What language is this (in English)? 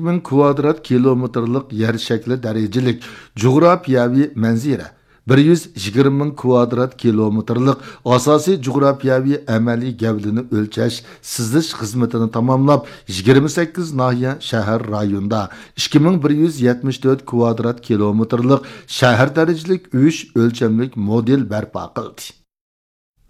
Uyghur